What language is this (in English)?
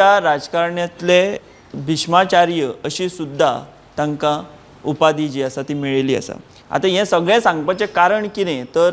Konkani